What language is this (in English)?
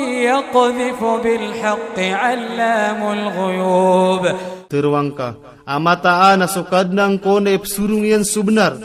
Iranun (Philippines)